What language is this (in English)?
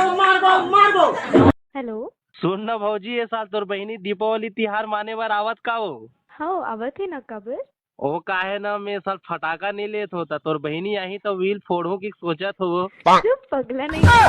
Chhattisgarhi